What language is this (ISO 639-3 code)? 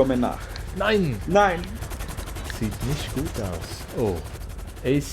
gsw